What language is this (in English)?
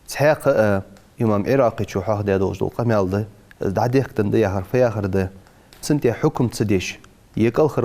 Ingush